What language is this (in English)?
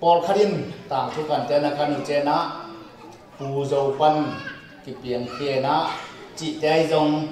Tedim Chin